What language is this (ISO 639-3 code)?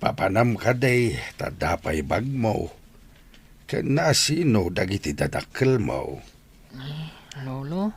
ilo